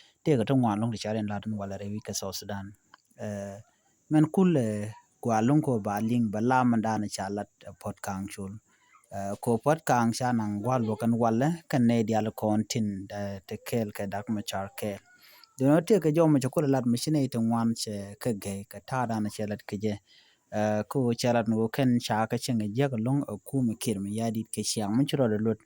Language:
Nuer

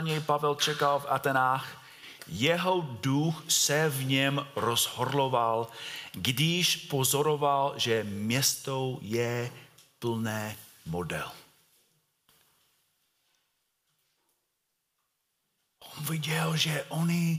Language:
Czech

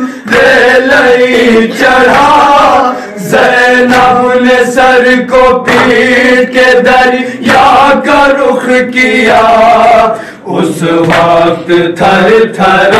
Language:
Urdu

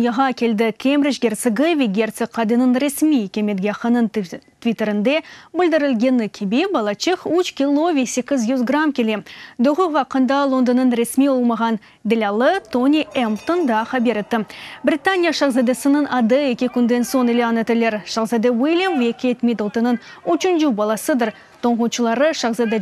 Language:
Crimean Tatar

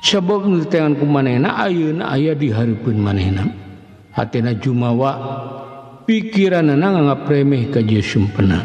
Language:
Sundanese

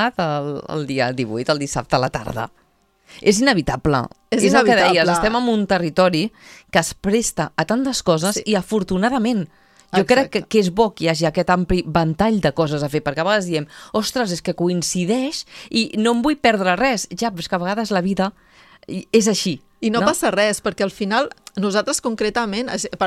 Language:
Catalan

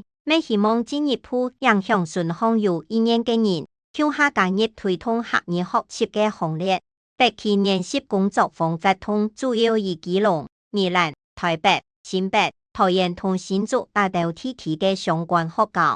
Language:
Hakka Chinese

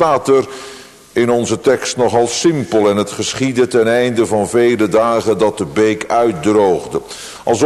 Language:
Dutch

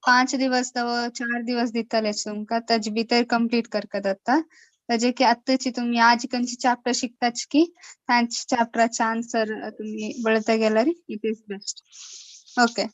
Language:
Konkani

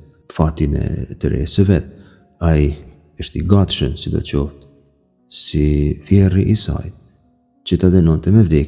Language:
Albanian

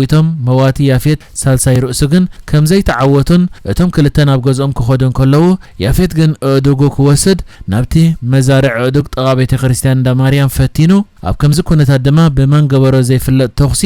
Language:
Tigrinya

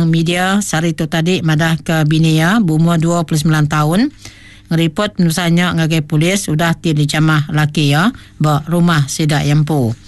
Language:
Iban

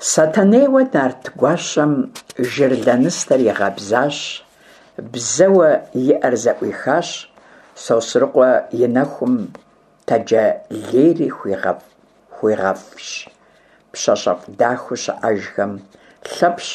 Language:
Kabardian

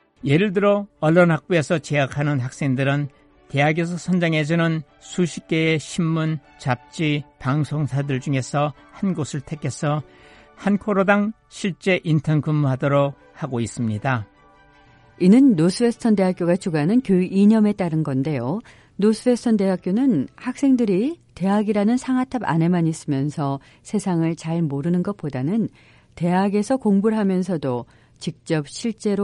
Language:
Korean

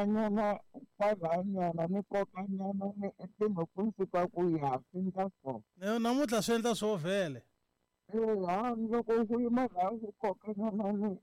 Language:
Tsonga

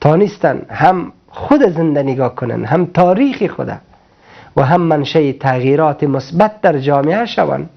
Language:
Persian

